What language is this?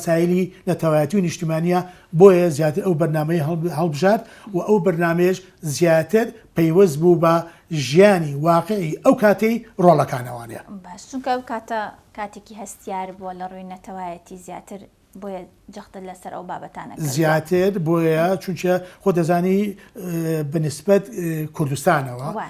Central Kurdish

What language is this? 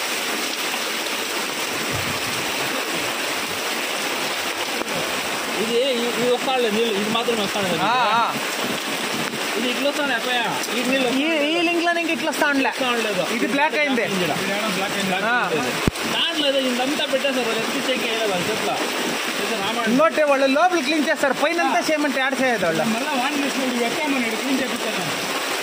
Kannada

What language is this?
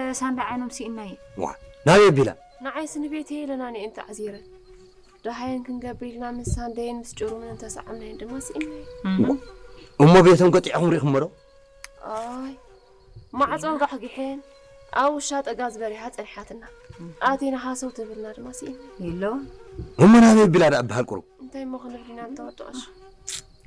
Tigrinya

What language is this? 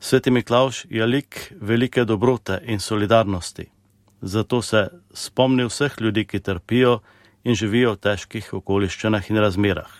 Slovenian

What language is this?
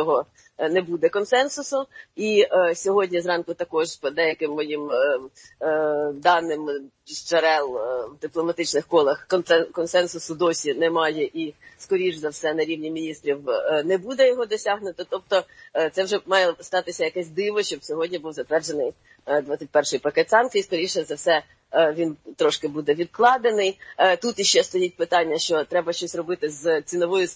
Ukrainian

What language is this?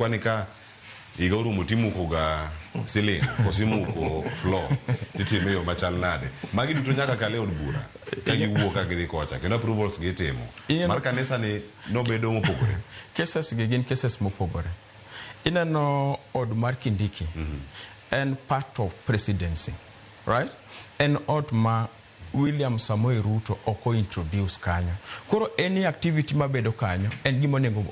Luo (Kenya and Tanzania)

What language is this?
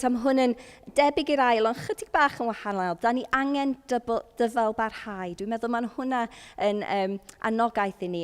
Welsh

